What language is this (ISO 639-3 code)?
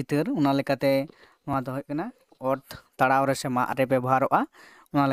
sat